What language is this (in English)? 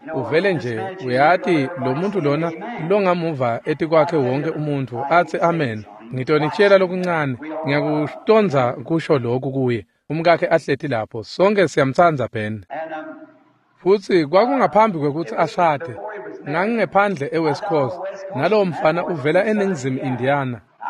Swati